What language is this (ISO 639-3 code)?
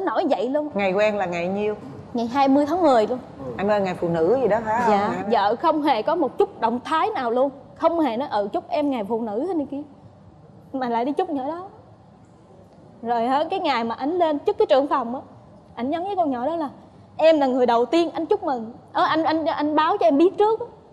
vie